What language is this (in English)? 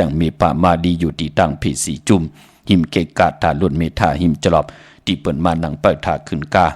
Shan